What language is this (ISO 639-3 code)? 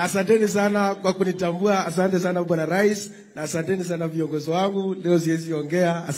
swa